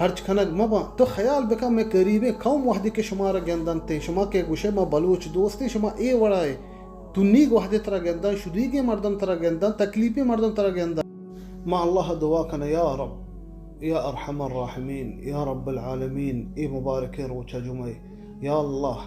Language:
Baluchi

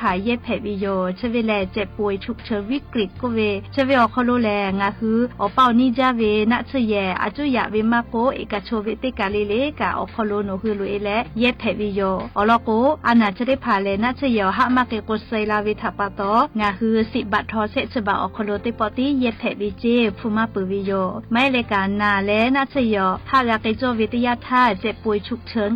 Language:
Lahu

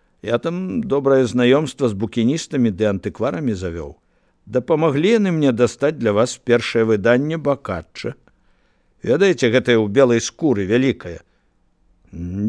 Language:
Belarusian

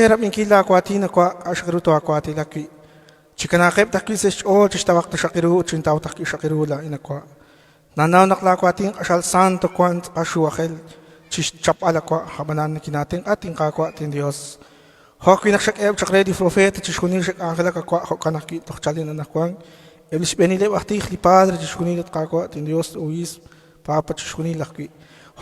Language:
Kekchí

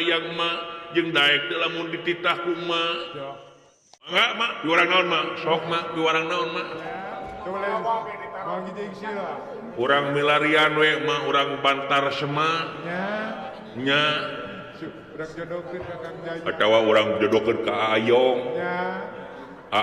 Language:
Sundanese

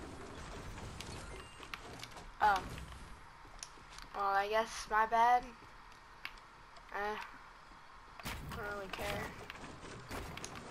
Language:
English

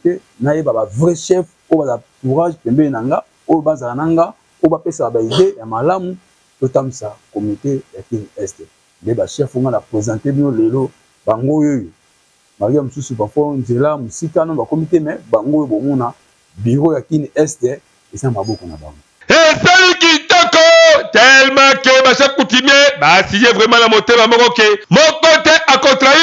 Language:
Lingala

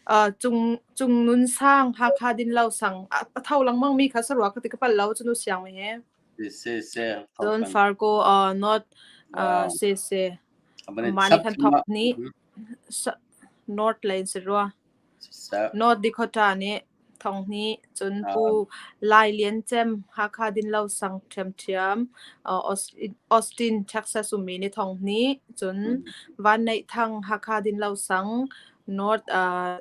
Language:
Hakha Chin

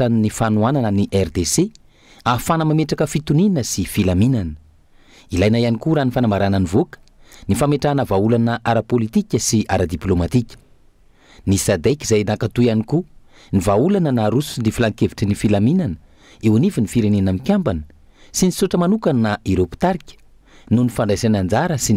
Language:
Malagasy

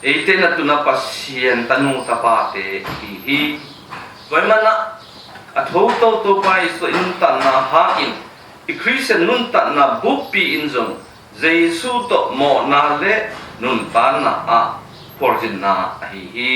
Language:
Tedim Chin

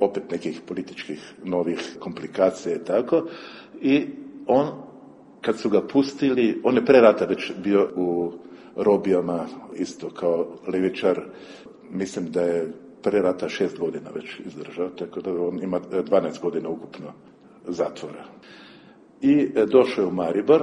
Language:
Serbian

